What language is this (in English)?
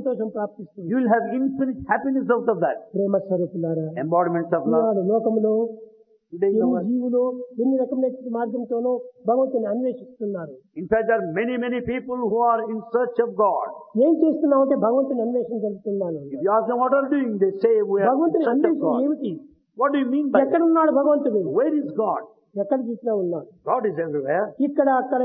Telugu